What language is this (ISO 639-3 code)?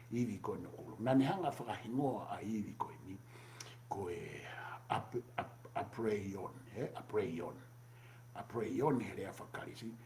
ton